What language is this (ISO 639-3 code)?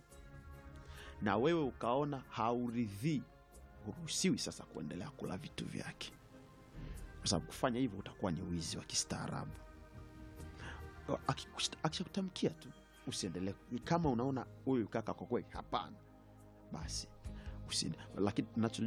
swa